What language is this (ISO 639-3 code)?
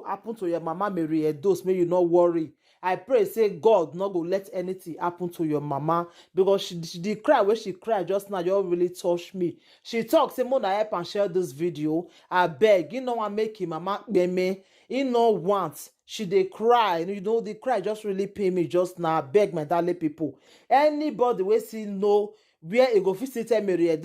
pcm